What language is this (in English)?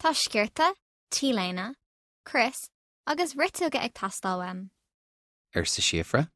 Irish